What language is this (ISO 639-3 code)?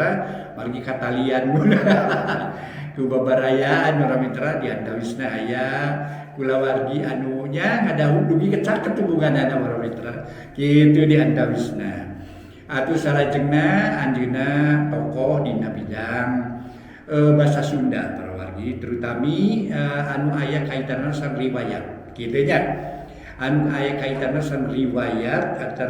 sun